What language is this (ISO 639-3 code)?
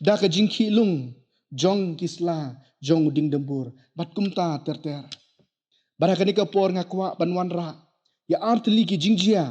kha